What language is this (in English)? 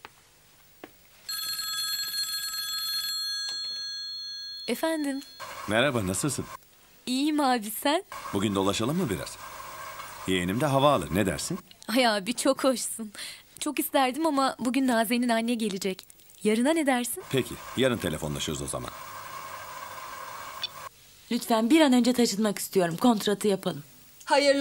Turkish